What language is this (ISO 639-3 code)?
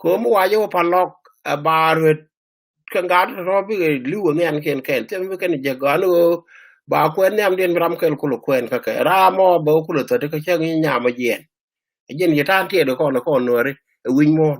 nus